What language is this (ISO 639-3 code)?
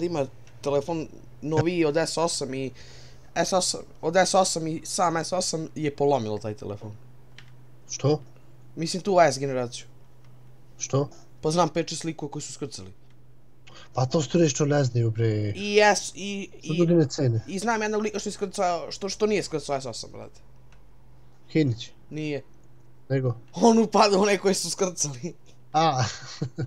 srp